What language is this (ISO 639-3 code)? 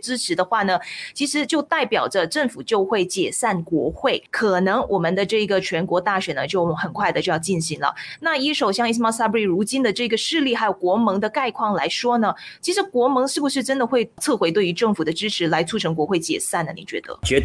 zho